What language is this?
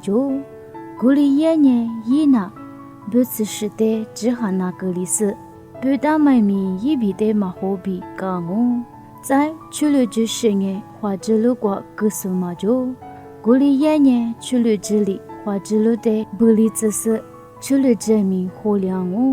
Lisu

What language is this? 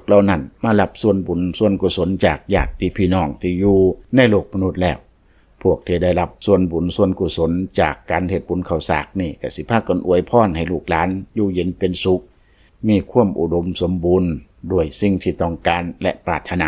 Lao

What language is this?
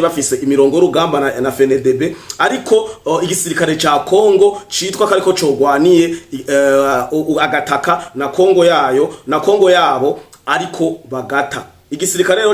Rundi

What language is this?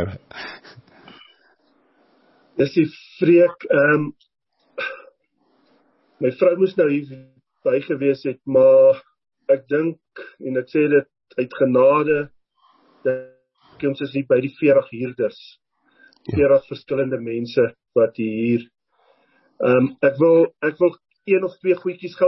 Afrikaans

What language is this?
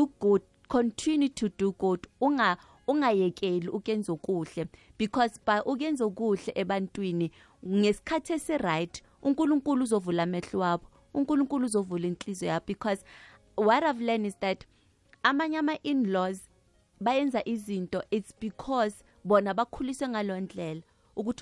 South Ndebele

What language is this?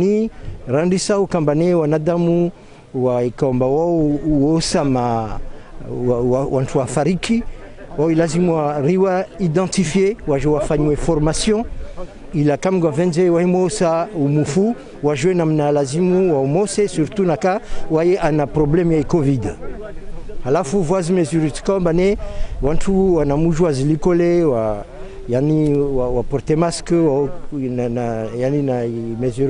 Ngazidja Comorian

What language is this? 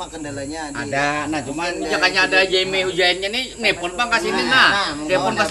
Banjar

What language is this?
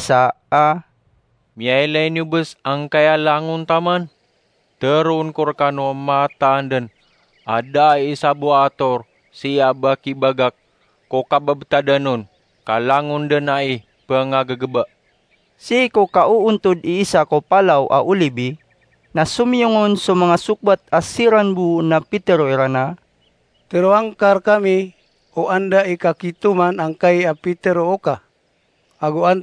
Maranao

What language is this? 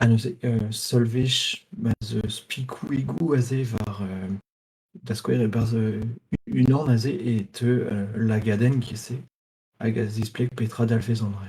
Breton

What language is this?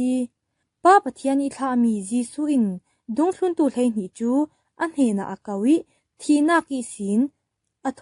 Falam Chin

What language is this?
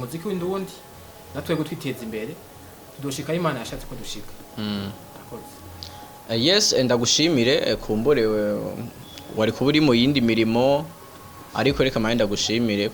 Rundi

